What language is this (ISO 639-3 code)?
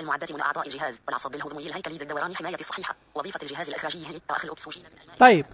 ars